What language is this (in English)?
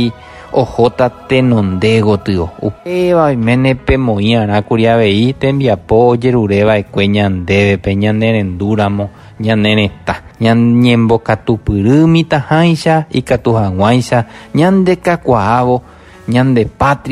Guarani